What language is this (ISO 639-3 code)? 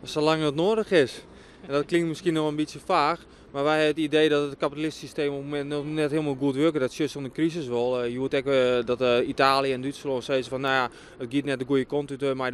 fry